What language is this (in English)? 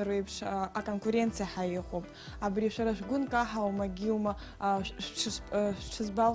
Abkhazian